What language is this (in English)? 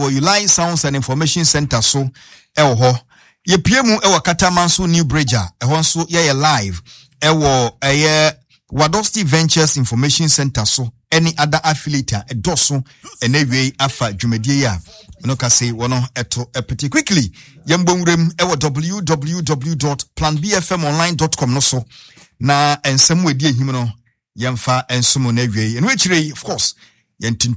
Akan